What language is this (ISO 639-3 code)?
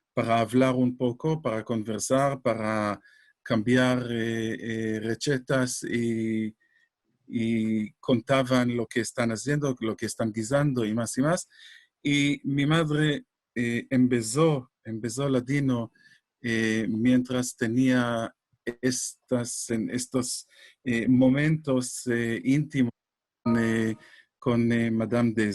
lad